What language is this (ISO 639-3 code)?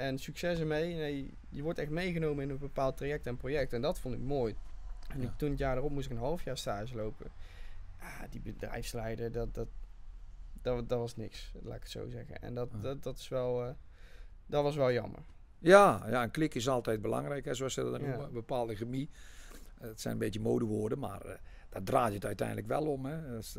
nld